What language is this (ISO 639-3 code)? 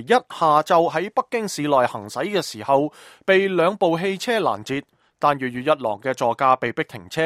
yue